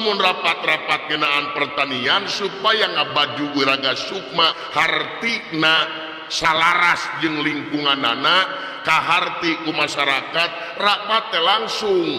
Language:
Sundanese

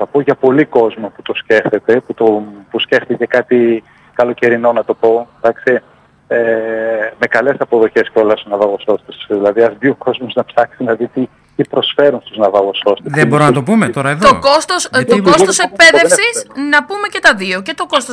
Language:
Greek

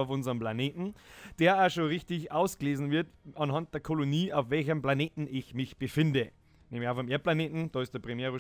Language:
Bavarian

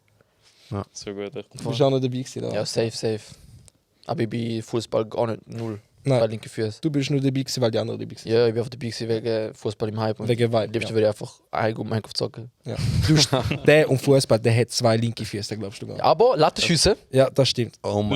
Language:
Swiss German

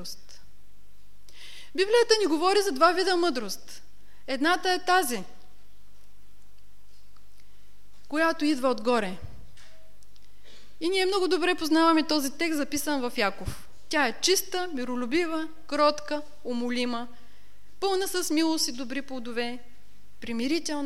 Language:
Bulgarian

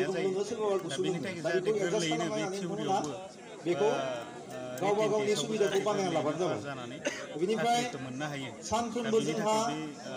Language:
Bodo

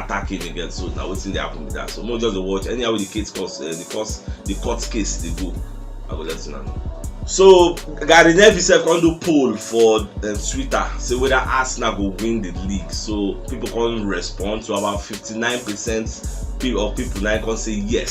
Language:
Nigerian Pidgin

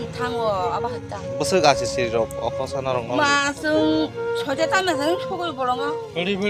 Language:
Kok Borok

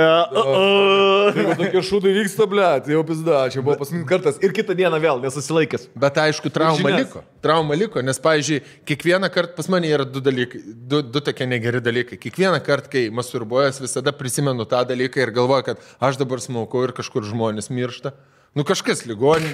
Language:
Lithuanian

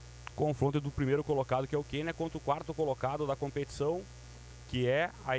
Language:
Portuguese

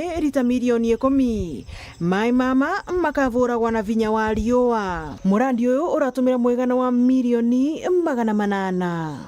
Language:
Meru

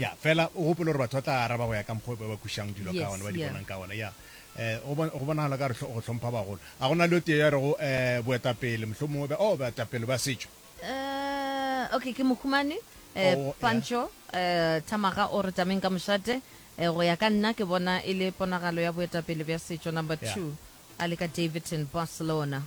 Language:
Northern Sotho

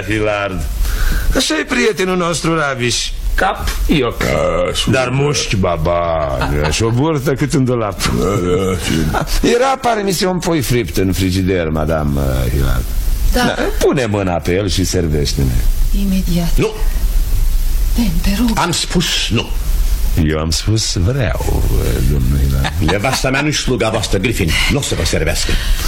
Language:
Romanian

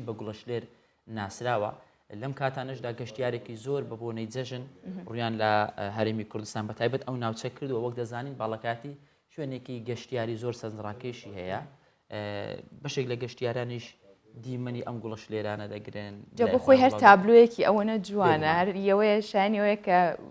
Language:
Central Kurdish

